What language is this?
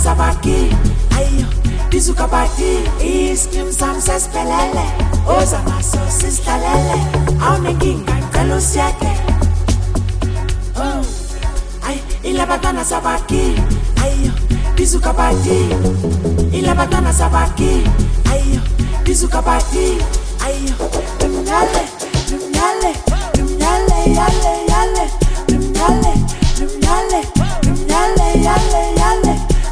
Zulu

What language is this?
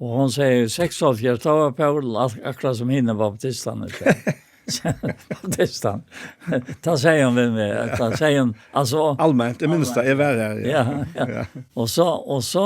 Faroese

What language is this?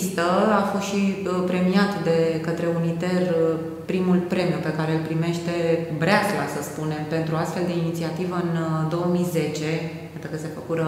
Romanian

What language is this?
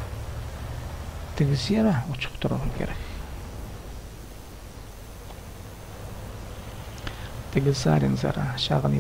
Kazakh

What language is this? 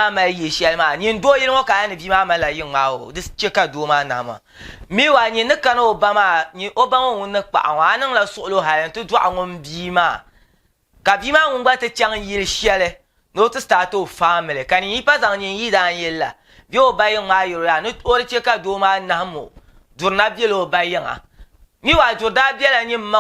Dagbani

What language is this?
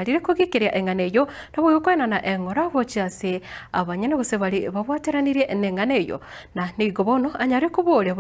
Gusii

